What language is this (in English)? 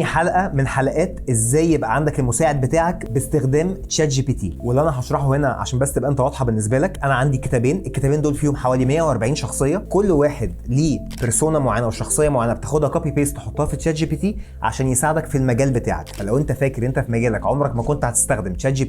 Egyptian Arabic